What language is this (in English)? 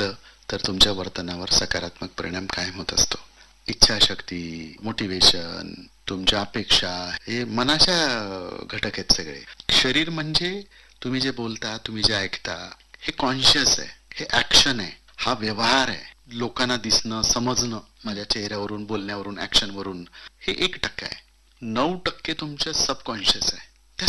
Marathi